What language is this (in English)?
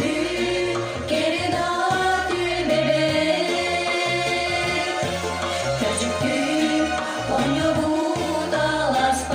Yakut